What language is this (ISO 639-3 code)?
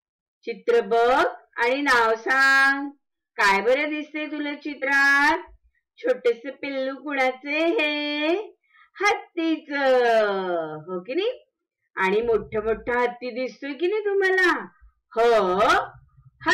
mar